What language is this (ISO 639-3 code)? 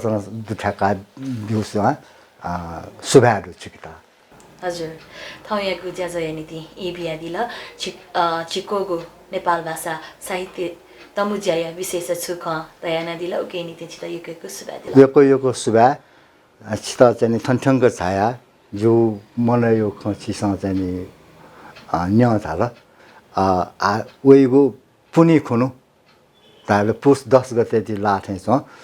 new